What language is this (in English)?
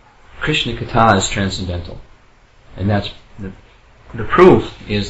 English